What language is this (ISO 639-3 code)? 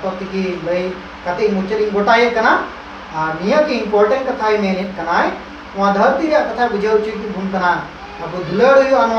sat